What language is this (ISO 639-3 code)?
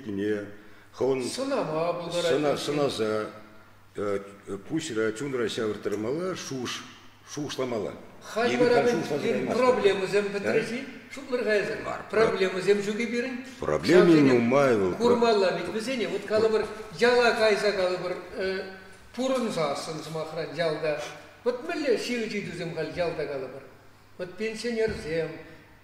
chv